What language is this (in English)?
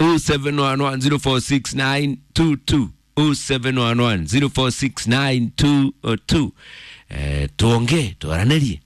Kikuyu